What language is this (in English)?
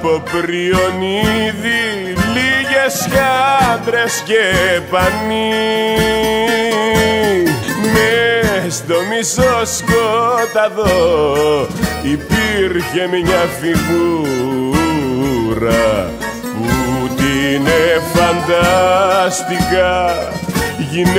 Greek